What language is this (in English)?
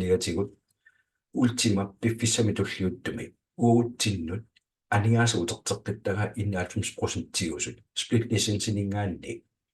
Kalaallisut